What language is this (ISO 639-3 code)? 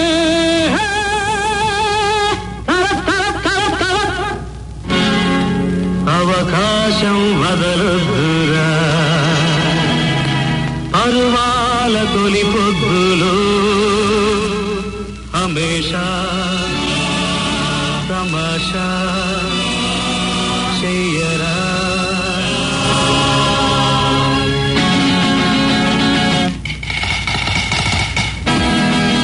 tel